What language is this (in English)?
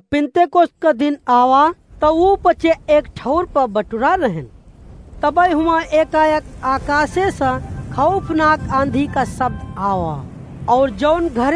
Awadhi